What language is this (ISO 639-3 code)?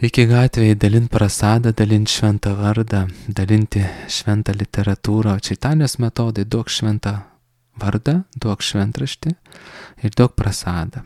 lit